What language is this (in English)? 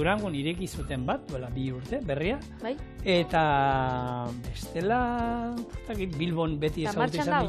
Basque